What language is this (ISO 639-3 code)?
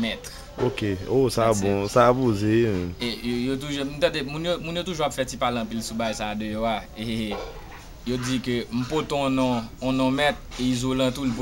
hat